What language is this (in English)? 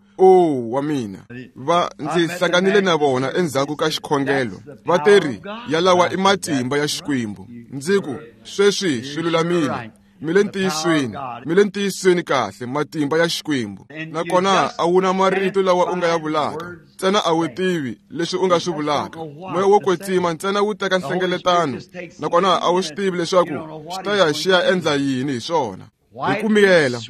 Tsonga